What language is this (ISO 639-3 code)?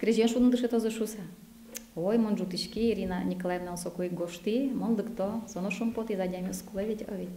udm